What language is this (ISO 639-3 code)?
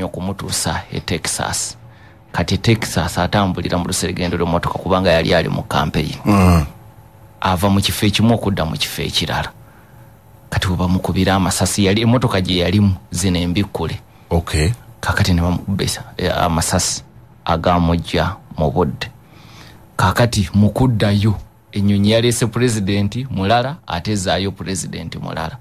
lug